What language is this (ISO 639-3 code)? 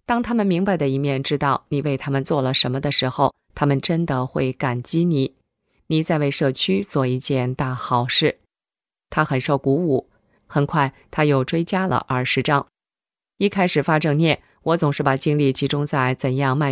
zho